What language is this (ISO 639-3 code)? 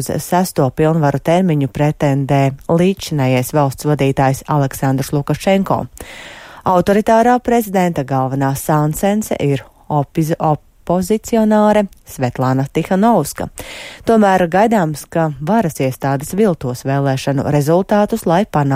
lav